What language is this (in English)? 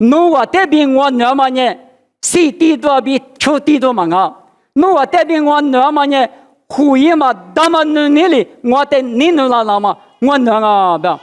Lisu